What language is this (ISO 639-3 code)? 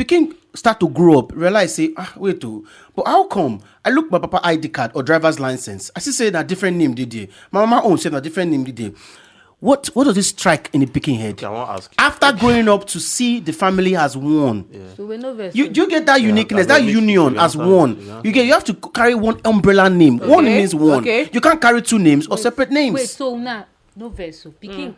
pcm